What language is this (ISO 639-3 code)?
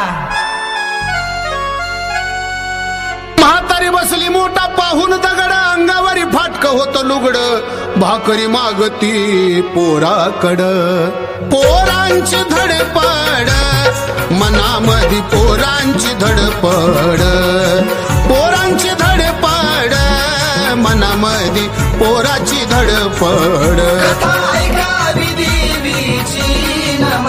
mar